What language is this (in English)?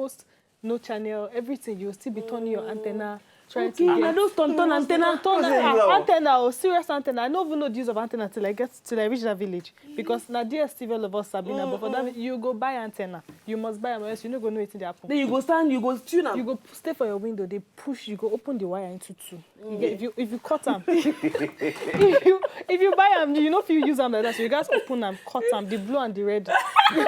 Nigerian Pidgin